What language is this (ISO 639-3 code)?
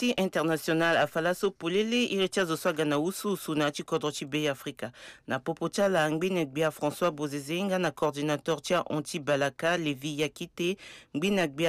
sag